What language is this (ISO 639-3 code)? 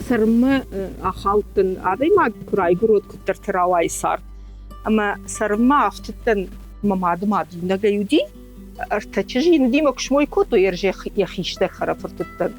oss